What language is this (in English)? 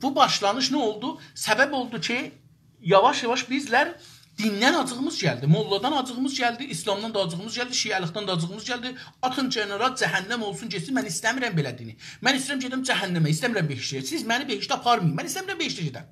South Azerbaijani